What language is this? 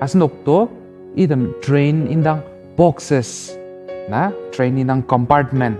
Ao Naga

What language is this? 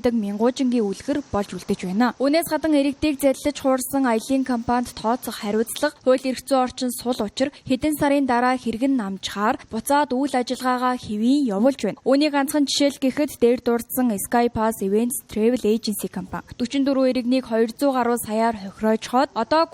Mongolian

